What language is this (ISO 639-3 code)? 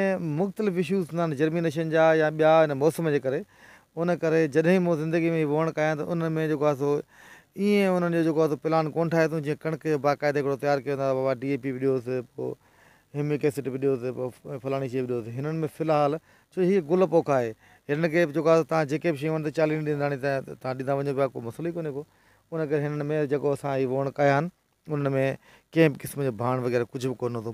snd